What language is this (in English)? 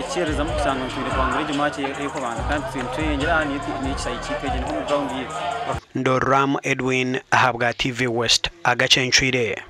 Nyankole